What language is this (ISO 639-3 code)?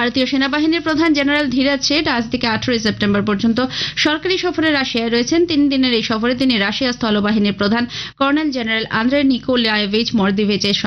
ben